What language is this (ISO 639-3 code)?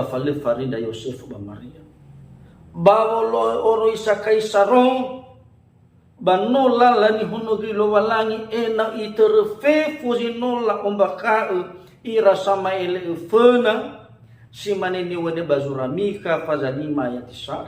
nia